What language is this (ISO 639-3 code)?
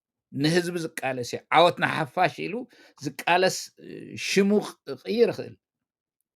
tir